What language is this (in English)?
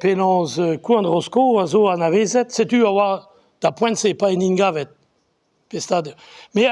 Breton